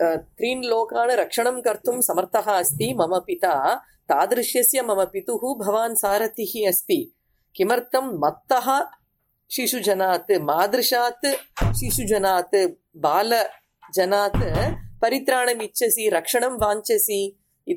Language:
Sanskrit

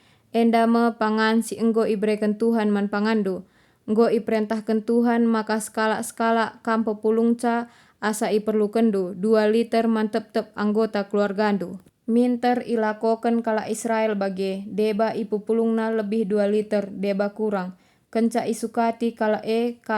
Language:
Batak Karo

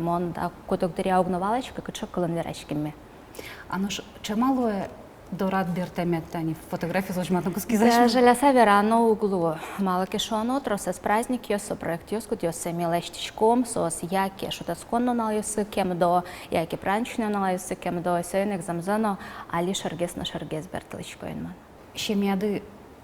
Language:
Udmurt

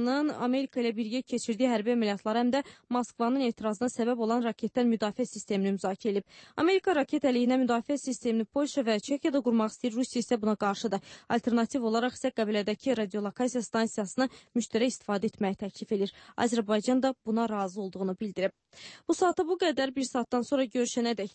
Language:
Azerbaijani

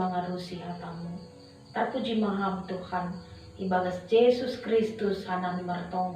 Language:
Batak Simalungun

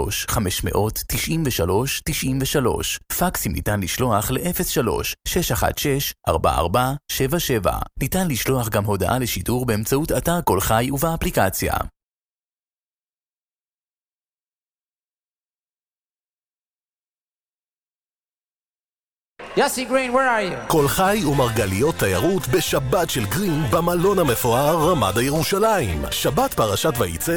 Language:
Hebrew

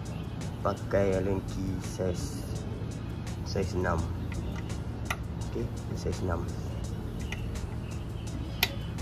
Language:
Malay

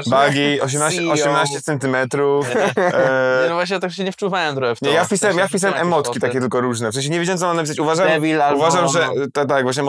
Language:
Polish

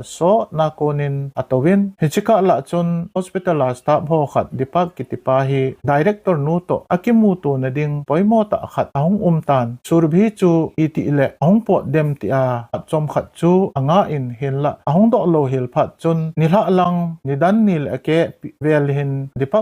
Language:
Thado Chin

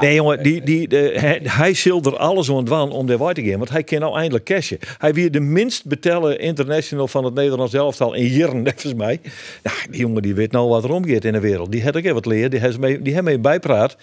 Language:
Western Frisian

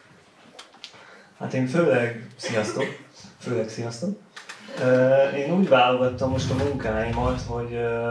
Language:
Hungarian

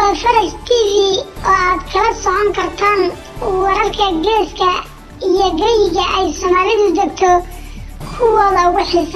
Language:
Somali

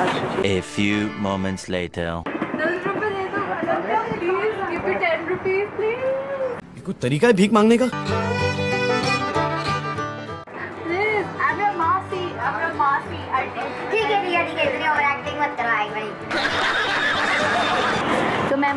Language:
Hindi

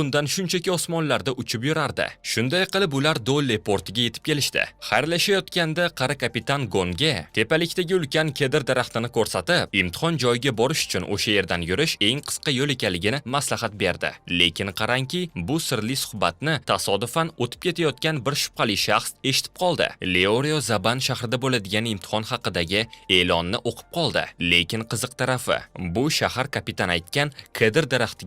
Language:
Uzbek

